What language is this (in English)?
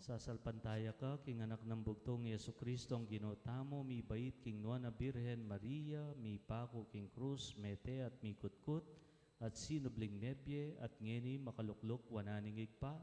Pampanga